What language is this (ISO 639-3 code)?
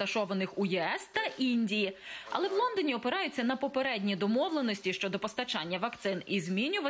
ukr